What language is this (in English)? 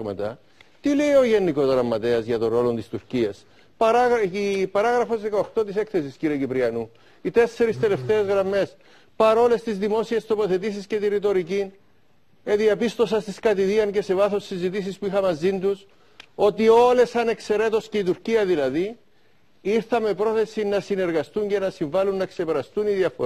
Greek